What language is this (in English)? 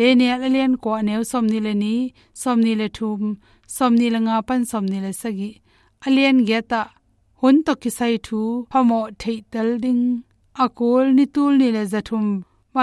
Tedim Chin